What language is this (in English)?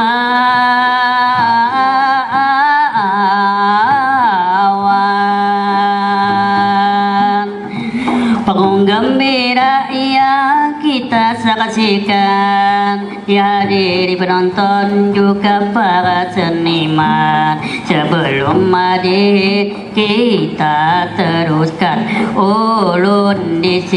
Banjar